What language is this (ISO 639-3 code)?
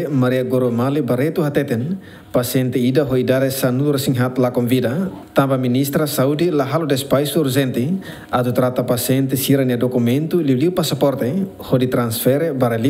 tet